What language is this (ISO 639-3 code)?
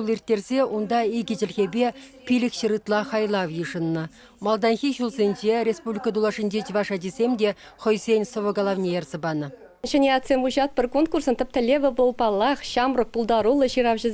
chv